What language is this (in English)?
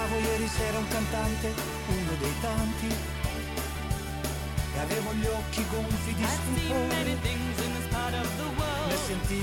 Italian